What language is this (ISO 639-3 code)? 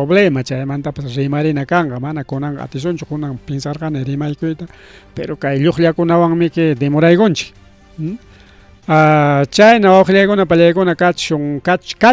quy